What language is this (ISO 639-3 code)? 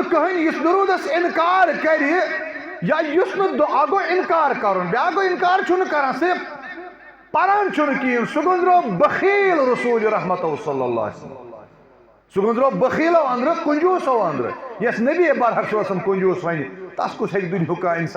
kas